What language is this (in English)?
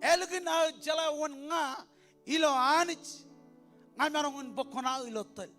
Marshallese